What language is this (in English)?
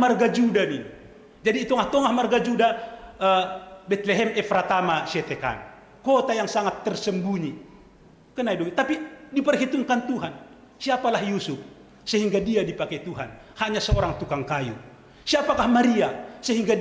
Batak Simalungun